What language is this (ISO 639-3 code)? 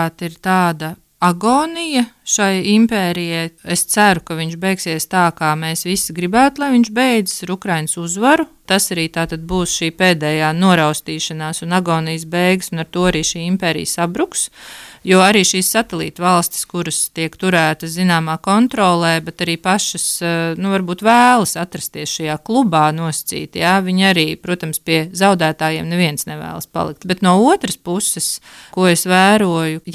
lav